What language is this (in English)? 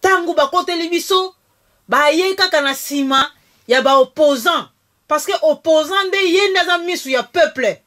Lingala